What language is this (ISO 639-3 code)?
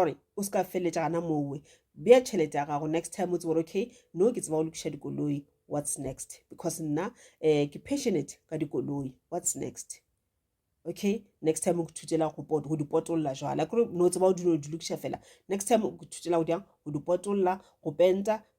nso